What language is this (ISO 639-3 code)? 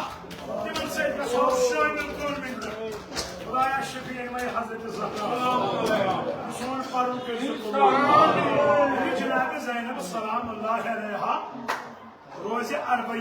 kas